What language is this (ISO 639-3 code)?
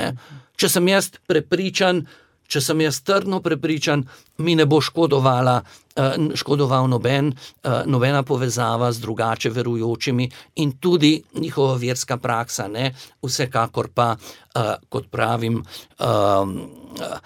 slv